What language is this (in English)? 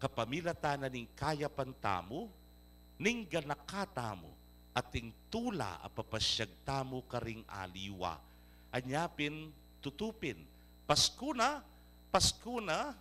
Pampanga